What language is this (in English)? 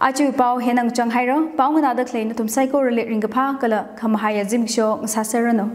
Tangkhul Naga (India)